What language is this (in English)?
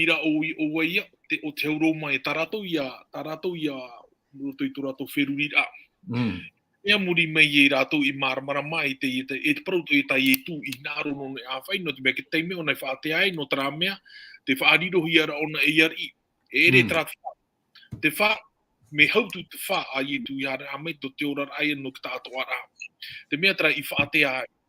Tahitian